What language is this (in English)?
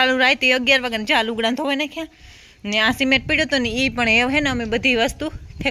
Gujarati